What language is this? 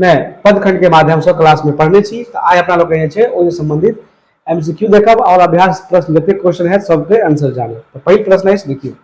Maithili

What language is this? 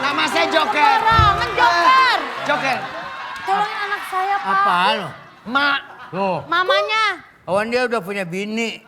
Betawi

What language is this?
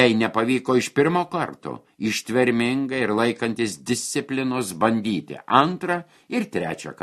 Lithuanian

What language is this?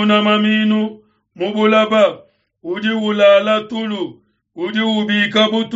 Luba-Lulua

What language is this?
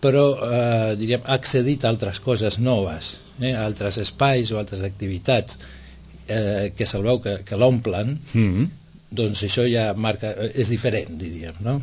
Catalan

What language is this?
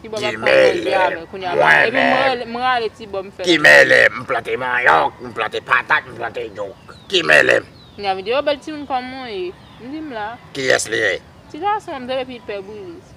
Haitian Creole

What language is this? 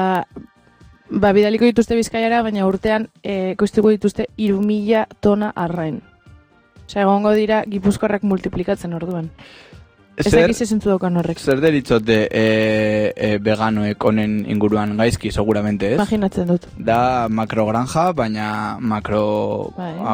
Basque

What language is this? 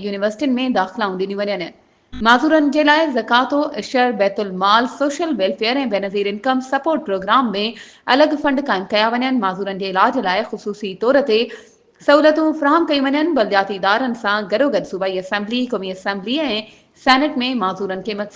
Sindhi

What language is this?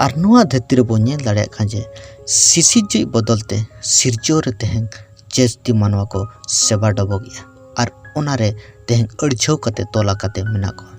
Santali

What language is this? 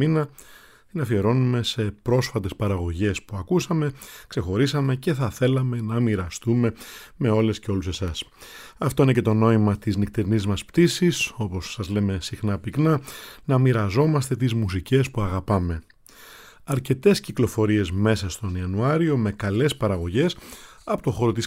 Greek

